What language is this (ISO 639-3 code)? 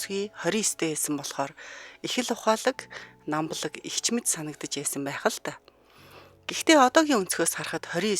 mon